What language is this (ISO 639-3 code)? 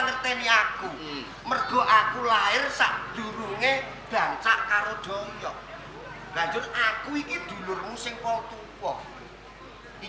jav